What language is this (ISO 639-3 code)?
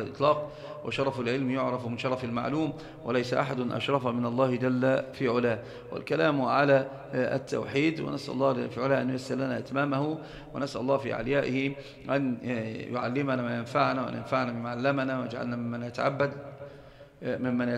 ara